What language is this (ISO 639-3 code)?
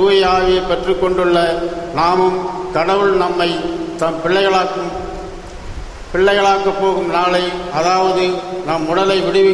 tam